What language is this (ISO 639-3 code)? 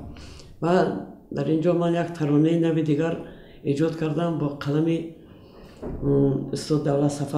tgk